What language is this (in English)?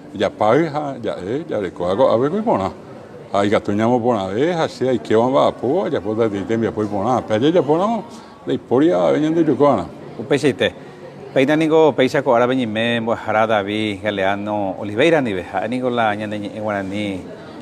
Guarani